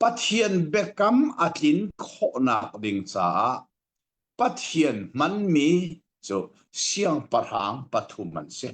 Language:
Hakha Chin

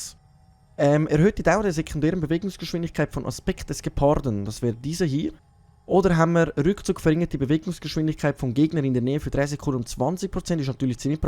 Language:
Swiss German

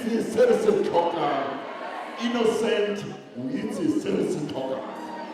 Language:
Tswana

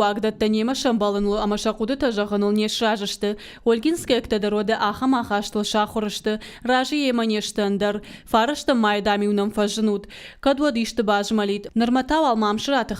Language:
Ossetic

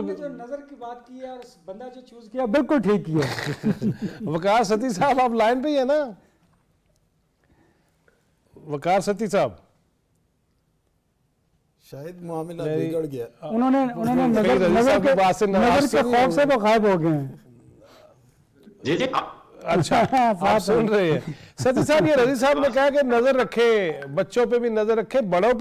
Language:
Urdu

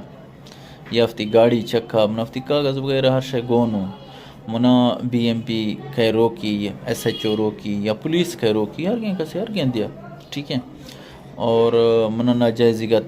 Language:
Eastern Balochi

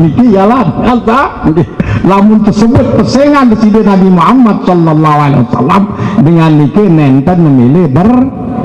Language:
Sasak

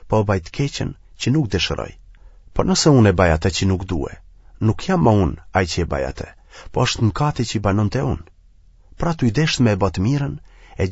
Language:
Albanian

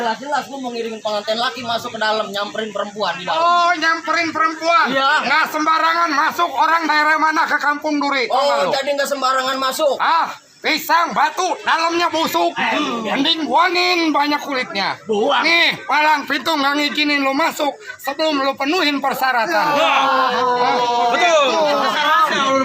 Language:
Betawi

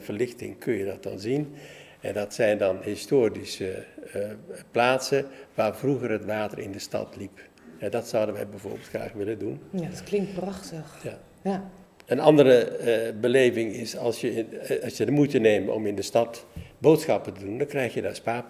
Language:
Dutch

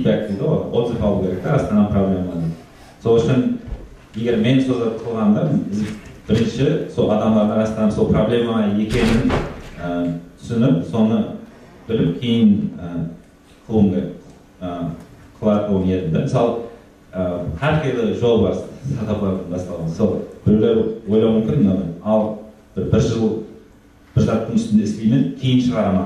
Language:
Kara-Kalpak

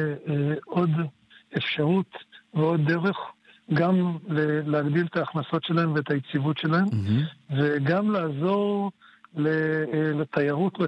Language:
Hebrew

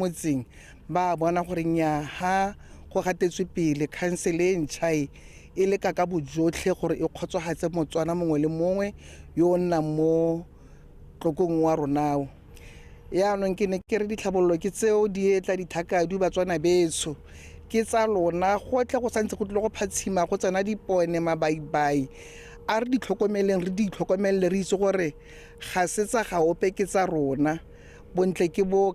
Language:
Tswana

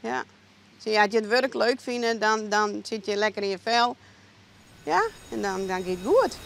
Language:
Western Frisian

